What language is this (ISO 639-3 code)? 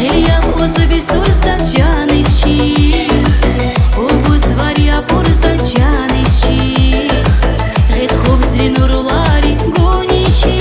tab